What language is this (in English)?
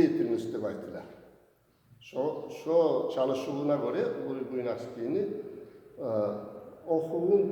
Kumyk